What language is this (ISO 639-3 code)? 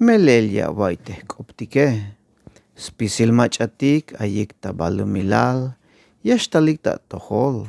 tzh